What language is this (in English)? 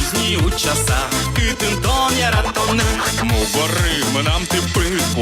Udmurt